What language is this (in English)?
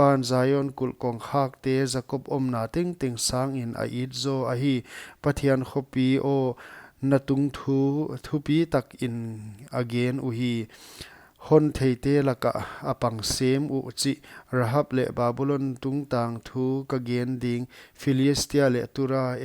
Paite Chin